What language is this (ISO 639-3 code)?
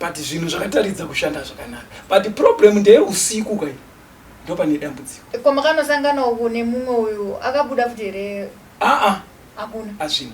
sna